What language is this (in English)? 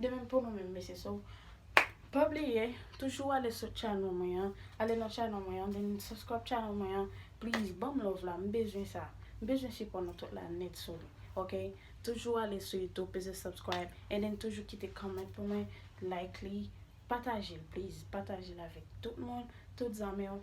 Haitian Creole